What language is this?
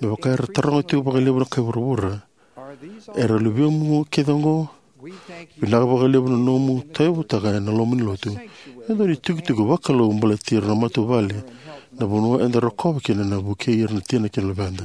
Fijian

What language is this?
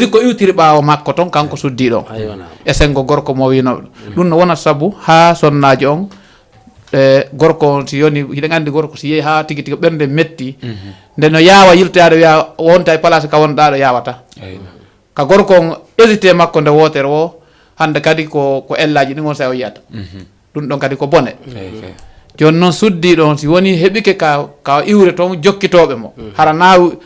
Fula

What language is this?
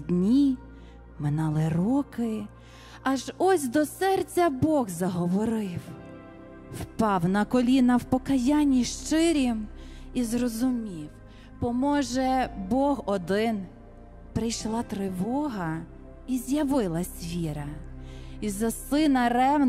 Ukrainian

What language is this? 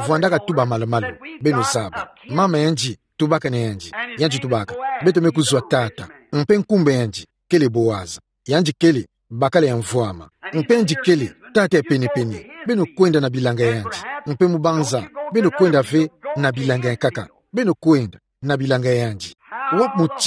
Kituba (Democratic Republic of Congo)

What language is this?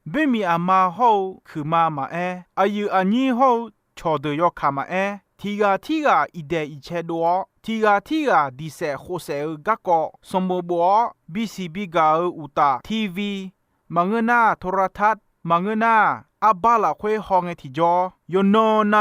Akha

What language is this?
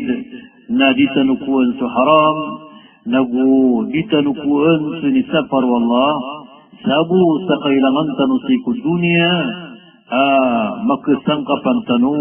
Maranao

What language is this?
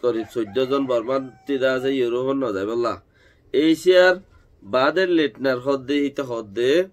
Rohingya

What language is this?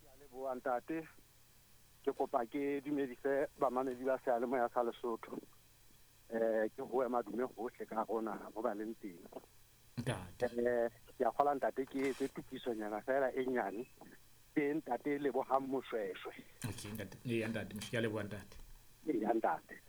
Southern Sotho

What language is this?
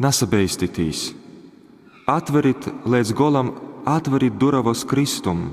Latgalian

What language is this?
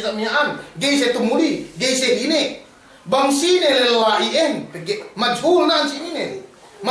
Yakan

